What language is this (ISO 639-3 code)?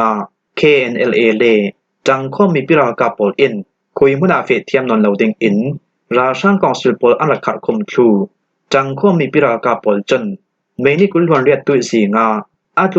cfm